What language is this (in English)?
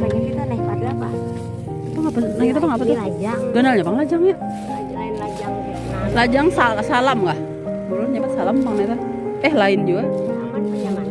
Banjar